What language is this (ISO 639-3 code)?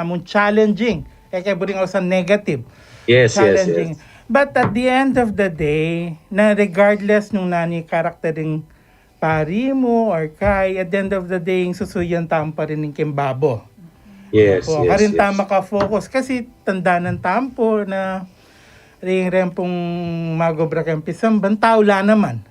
pam